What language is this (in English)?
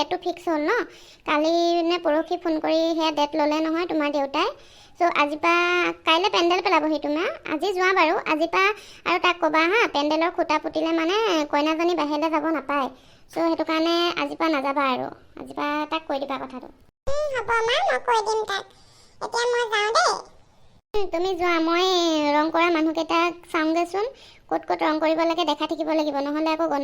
Assamese